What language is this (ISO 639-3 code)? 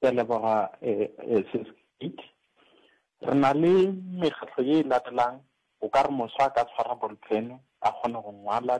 nso